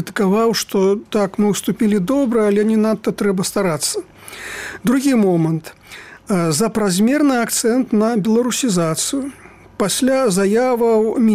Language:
Belarusian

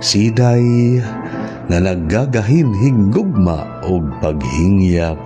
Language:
Waray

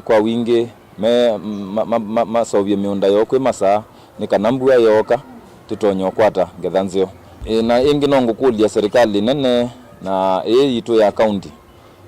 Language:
Kamba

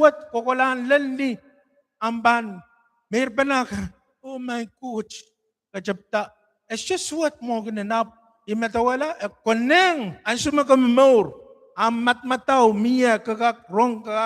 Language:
Pohnpeian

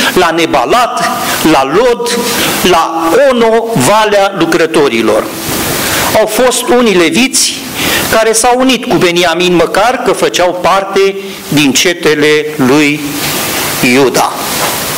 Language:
Romanian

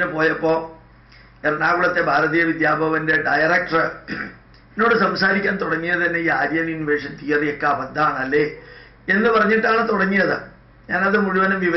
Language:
Malayalam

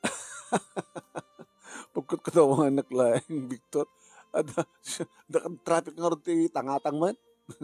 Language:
Iloko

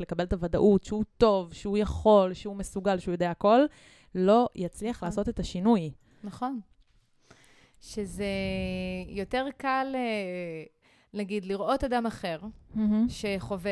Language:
Hebrew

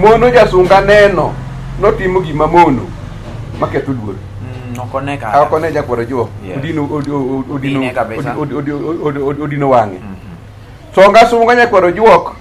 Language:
Luo (Kenya and Tanzania)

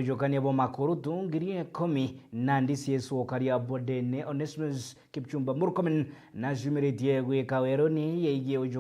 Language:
Meru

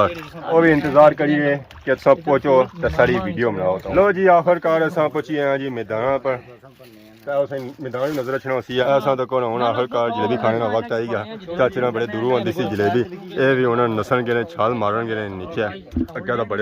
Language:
Pahari-Potwari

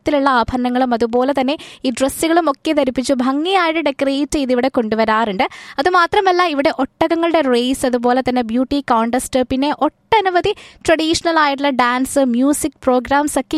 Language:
Malayalam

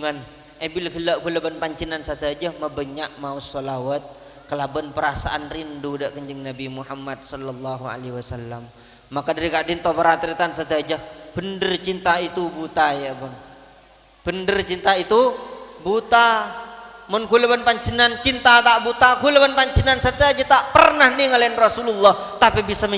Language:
Madurese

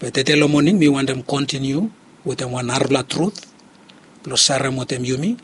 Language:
Bislama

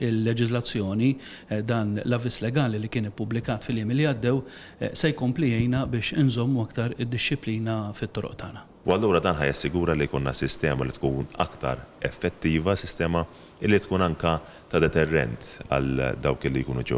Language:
Maltese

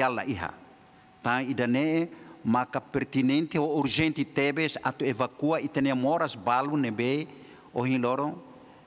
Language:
Tetum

